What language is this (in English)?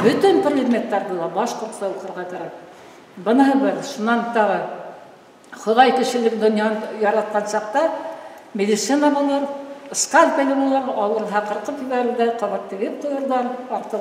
Bashkir